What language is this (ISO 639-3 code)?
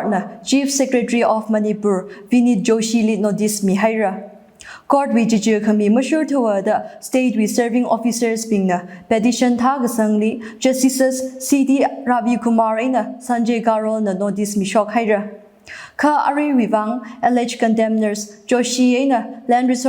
nmf